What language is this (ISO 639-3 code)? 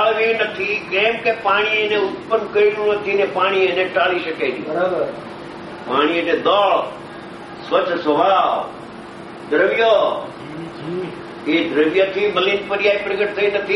guj